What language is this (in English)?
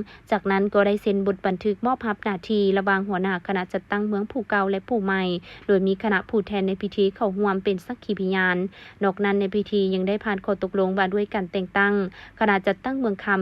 Lao